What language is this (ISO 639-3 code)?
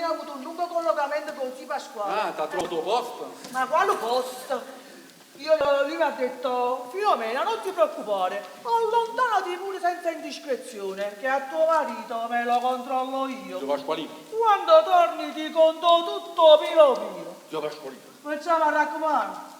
nap